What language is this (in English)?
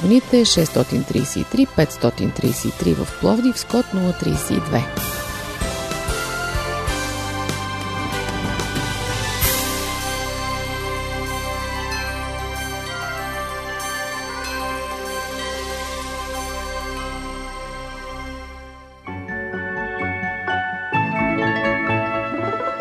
Bulgarian